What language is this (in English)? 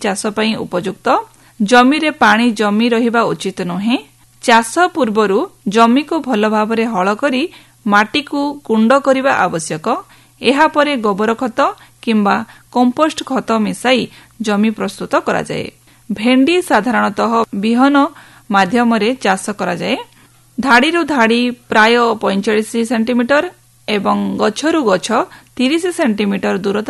Odia